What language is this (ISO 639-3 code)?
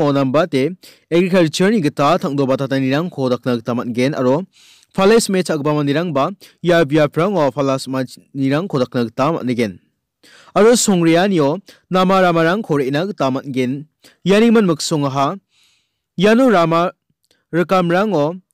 grt